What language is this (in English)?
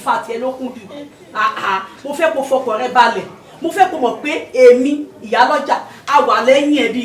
Yoruba